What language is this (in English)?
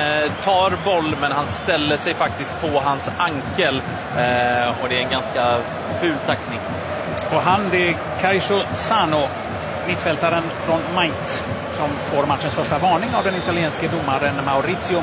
Swedish